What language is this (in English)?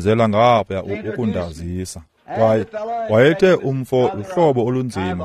Xhosa